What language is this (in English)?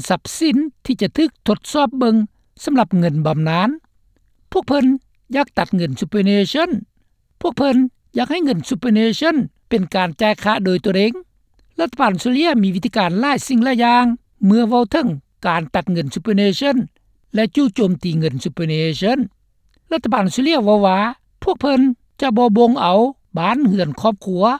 Lao